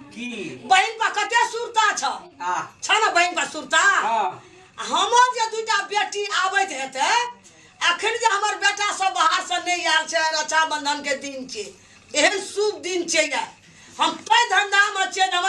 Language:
Maithili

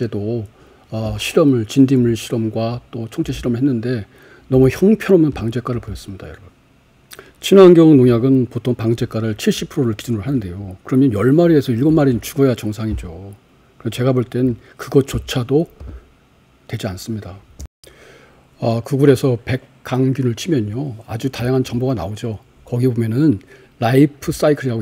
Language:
Korean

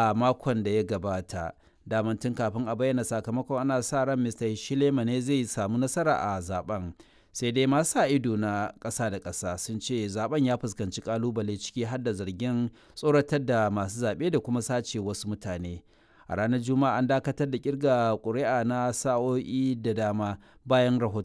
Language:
Hausa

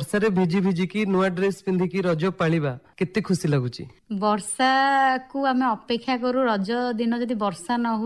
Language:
Odia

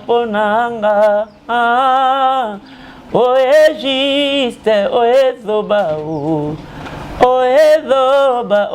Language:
Lingala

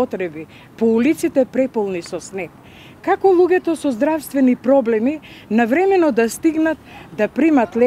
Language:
Macedonian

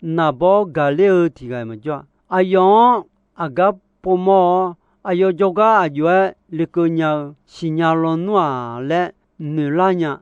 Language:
Akha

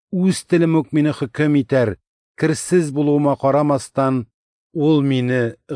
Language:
Tatar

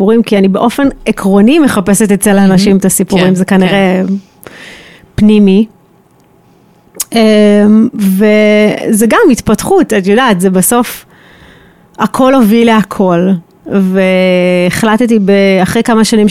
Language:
Hebrew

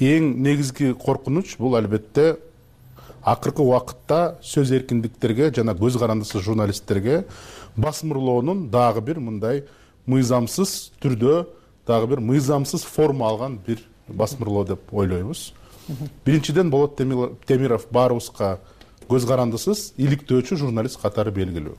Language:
Kyrgyz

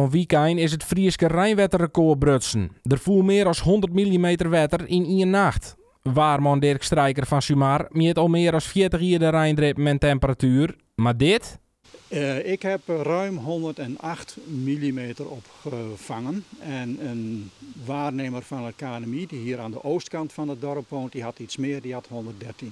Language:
Western Frisian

